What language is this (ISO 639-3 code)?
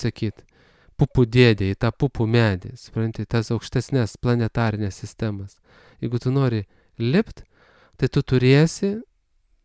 lit